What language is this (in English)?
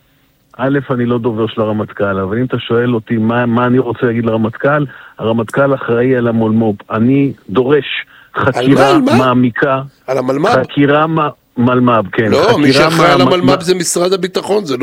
Hebrew